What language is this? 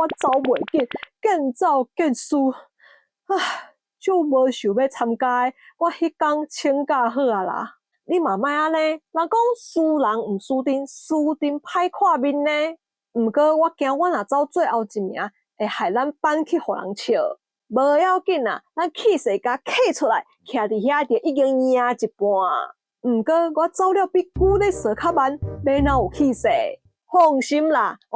Min Nan Chinese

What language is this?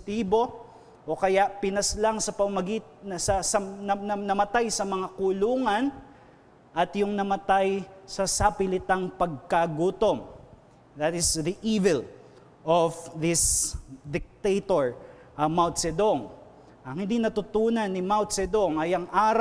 Filipino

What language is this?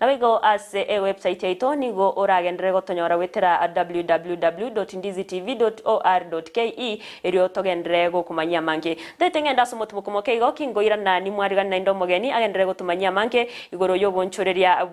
Gusii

